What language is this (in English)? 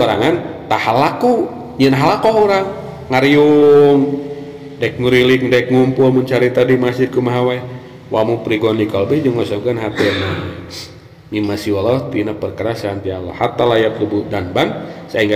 Sundanese